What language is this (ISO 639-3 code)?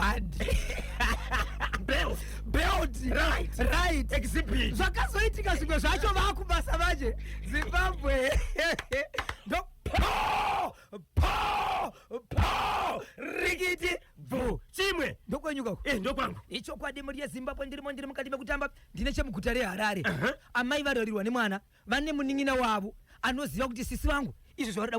sna